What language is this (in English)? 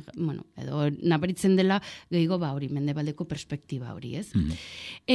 Basque